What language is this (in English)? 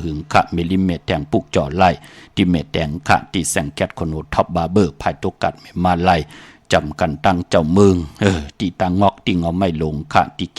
Shan